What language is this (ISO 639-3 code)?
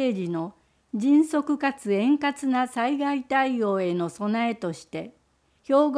jpn